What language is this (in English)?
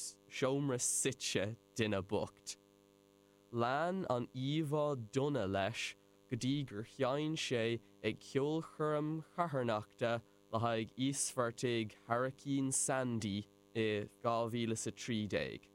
Irish